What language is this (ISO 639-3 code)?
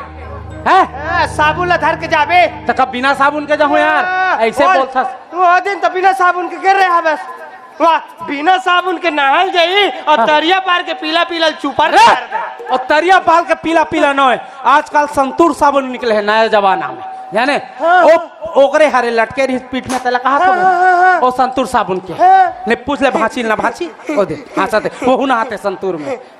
hne